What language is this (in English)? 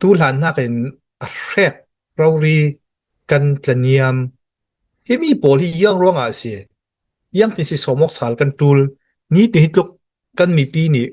Hakha Chin